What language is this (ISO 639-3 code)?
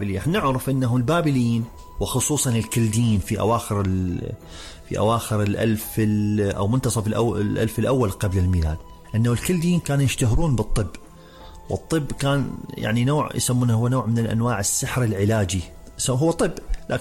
acm